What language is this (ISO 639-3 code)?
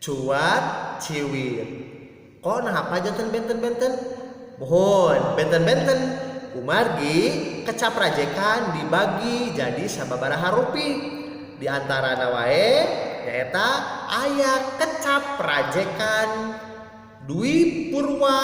sun